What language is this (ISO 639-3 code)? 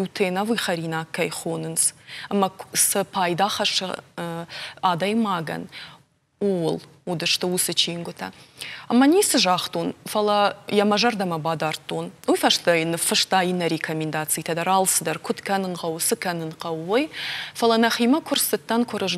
oss